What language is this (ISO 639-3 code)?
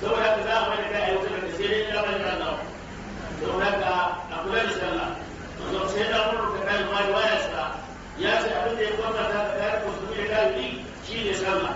hau